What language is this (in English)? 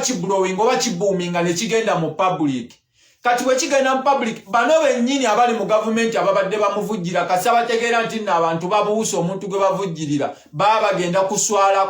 Ganda